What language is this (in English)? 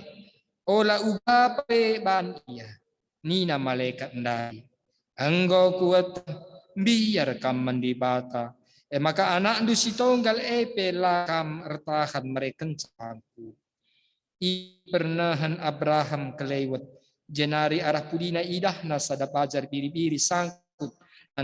Batak Karo